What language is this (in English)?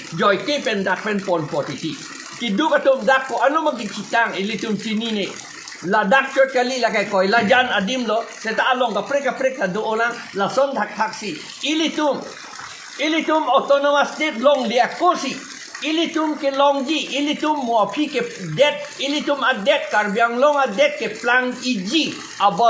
Karbi